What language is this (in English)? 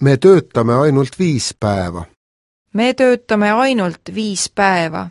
Estonian